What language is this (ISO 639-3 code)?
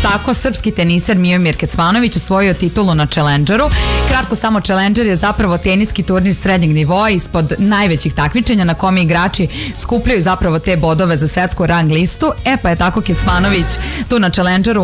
srp